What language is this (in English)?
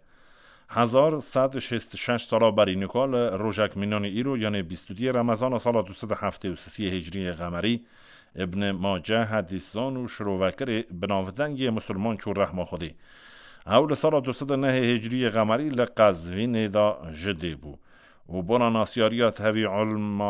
Kurdish